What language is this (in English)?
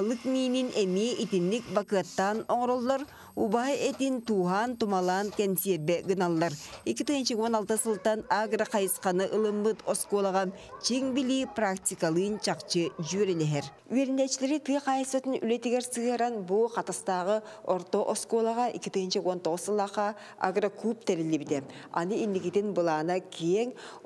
Yakut